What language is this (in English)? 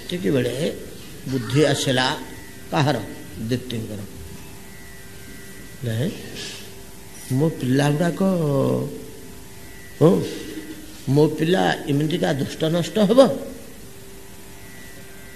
Odia